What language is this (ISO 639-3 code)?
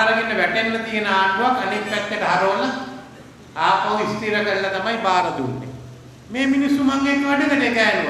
sin